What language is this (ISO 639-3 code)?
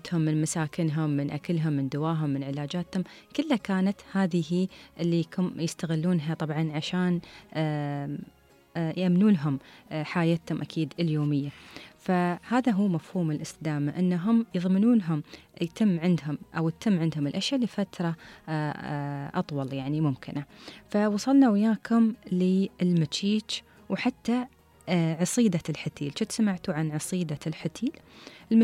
afb